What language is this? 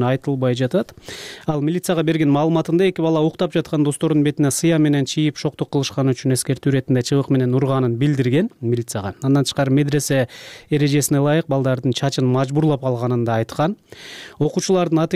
Kyrgyz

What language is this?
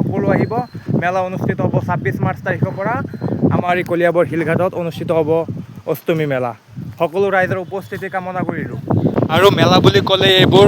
Assamese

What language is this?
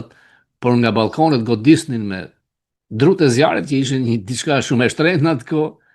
Albanian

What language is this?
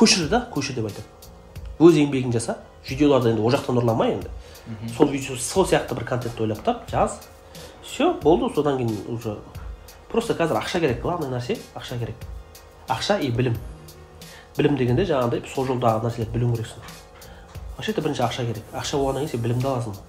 Kazakh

